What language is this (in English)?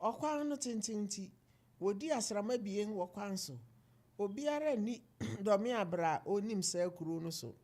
Akan